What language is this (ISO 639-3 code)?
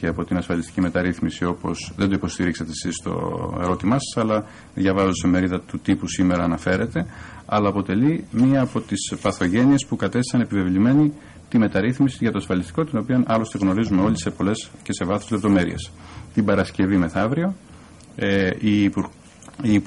ell